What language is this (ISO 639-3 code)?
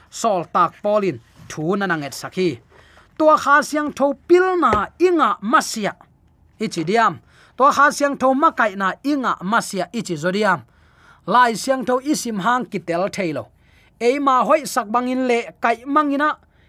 ctd